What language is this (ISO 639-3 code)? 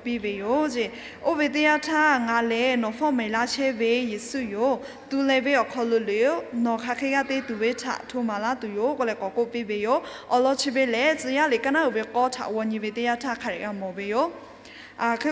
lhu